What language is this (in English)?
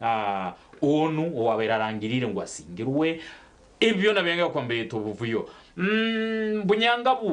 Nyankole